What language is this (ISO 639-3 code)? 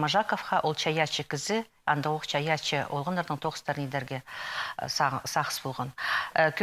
kjh